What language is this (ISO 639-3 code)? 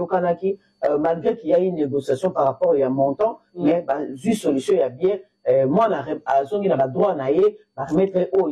lin